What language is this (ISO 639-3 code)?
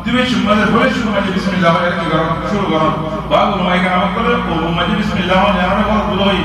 rhg